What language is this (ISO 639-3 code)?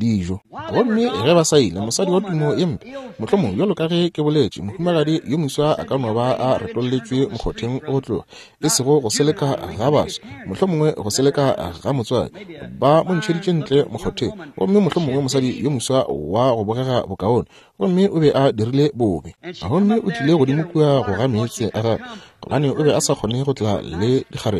nso